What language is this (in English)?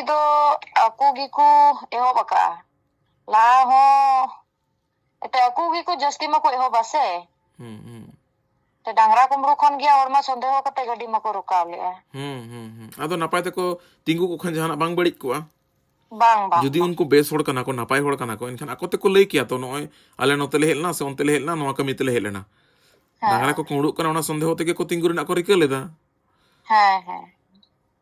Santali